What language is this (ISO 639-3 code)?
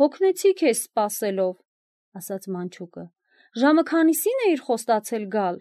hye